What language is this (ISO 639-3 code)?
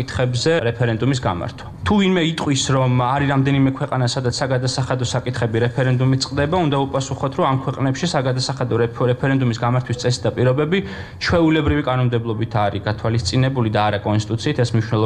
kat